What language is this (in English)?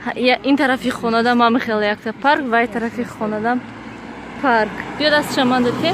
Tajik